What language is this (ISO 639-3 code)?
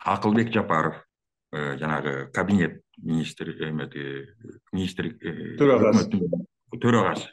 kir